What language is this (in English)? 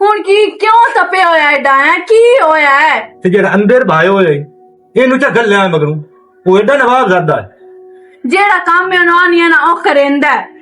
Western Panjabi